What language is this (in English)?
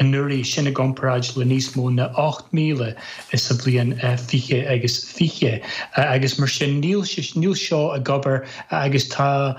Irish